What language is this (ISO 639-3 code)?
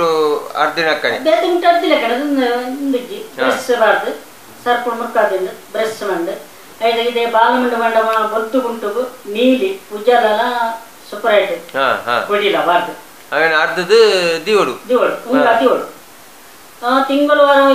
tcy